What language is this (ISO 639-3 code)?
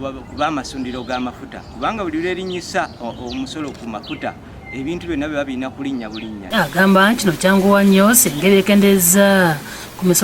lug